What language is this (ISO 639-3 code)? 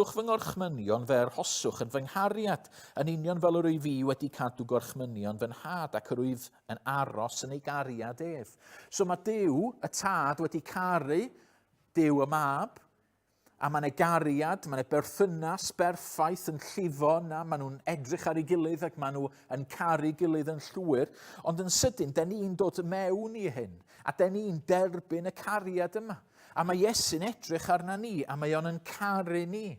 cym